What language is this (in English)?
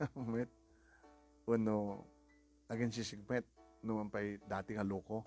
Iloko